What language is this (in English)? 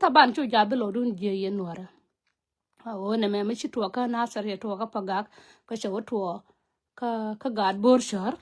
Nuer